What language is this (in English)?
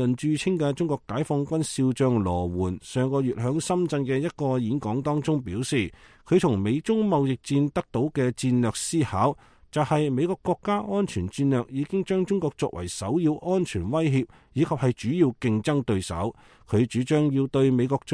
Cantonese